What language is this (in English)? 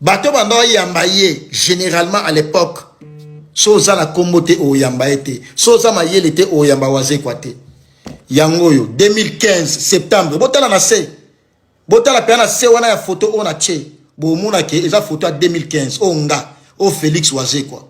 Lingala